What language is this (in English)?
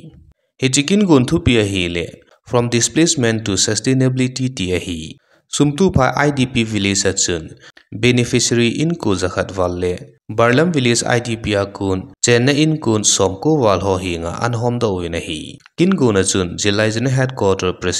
Thado Chin